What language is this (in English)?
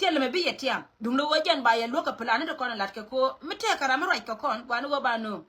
Nuer